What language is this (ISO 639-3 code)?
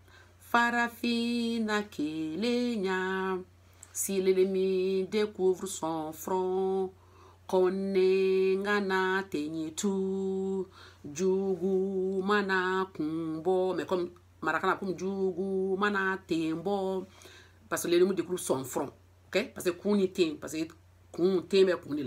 bam